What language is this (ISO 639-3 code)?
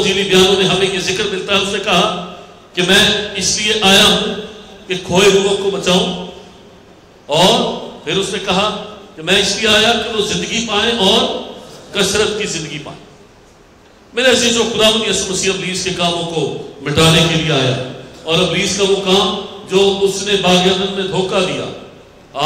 urd